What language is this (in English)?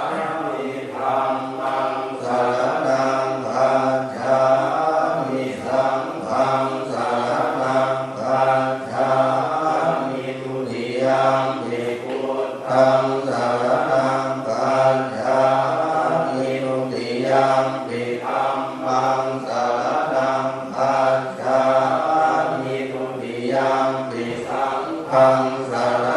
Pali